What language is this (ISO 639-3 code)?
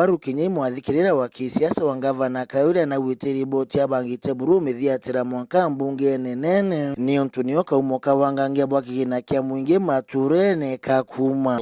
mer